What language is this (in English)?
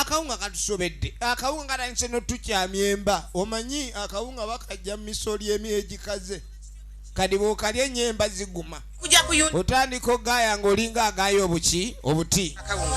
Soga